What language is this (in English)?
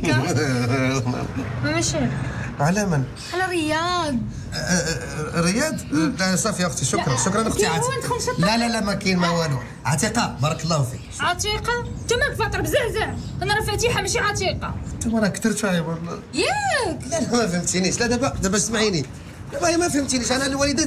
Moroccan Arabic